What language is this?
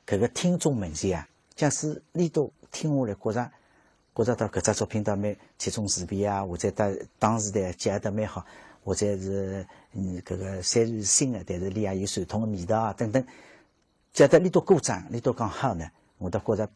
Wu Chinese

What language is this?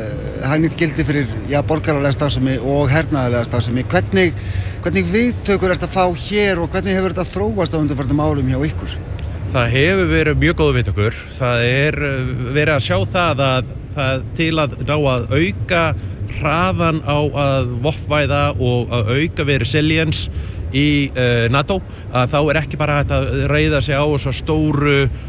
Icelandic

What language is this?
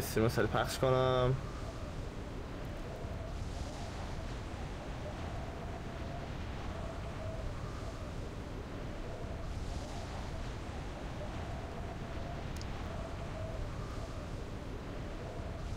Persian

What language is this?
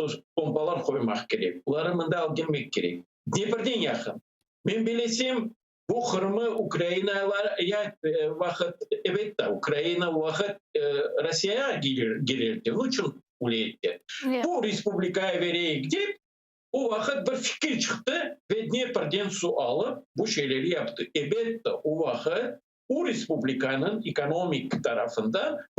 Crimean Tatar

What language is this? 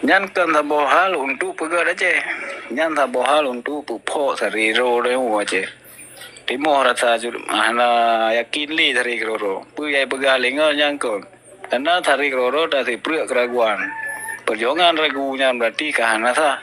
Achinese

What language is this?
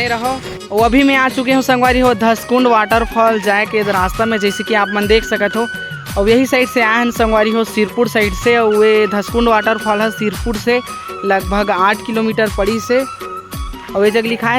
Chhattisgarhi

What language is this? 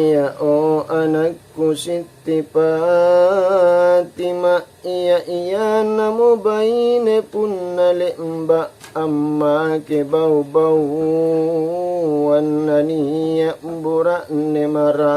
Makasar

